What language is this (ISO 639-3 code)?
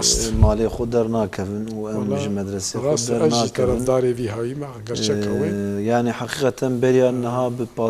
kur